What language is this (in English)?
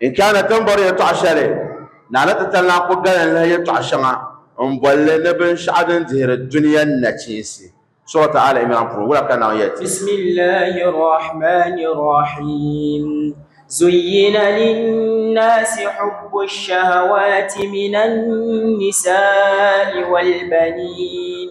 Dagbani